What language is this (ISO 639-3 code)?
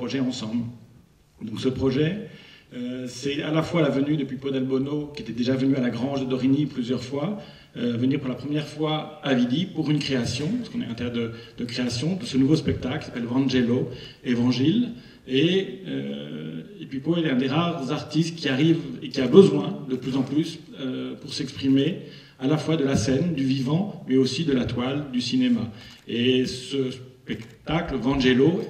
fra